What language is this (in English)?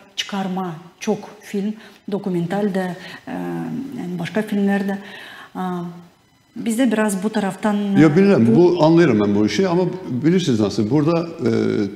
Gagauz